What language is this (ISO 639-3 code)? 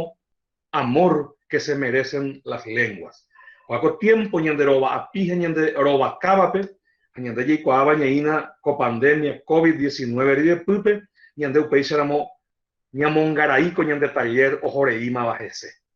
grn